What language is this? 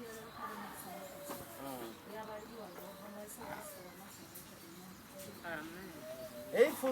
Venda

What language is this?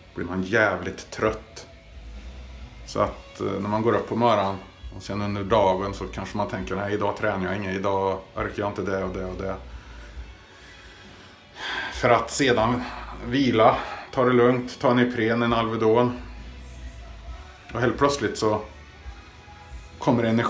Swedish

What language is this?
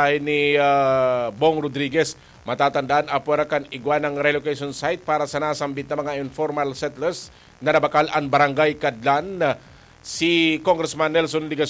Bikol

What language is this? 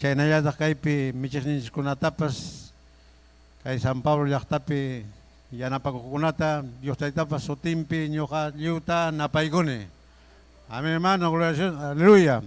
Ayacucho Quechua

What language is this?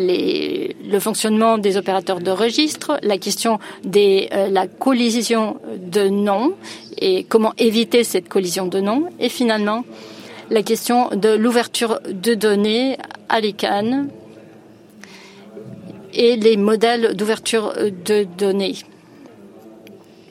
French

